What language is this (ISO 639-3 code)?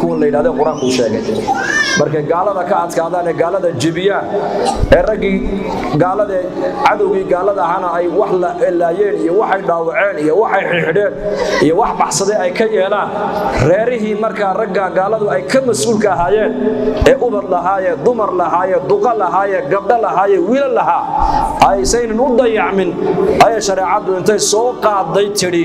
som